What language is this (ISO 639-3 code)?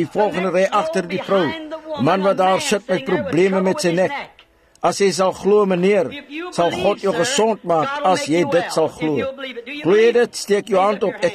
afr